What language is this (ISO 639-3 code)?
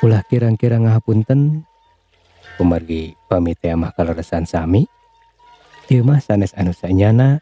sun